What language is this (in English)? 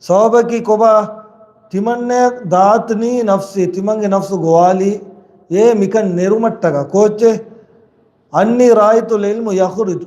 Divehi